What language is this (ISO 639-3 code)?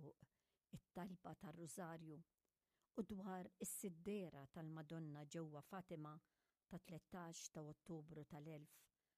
mlt